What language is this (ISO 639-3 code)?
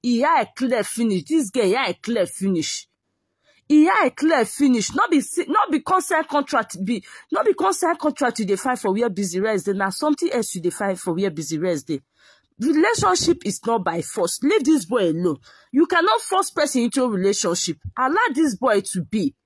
pcm